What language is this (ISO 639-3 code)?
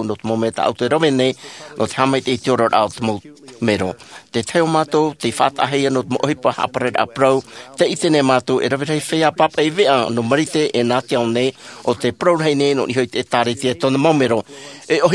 tah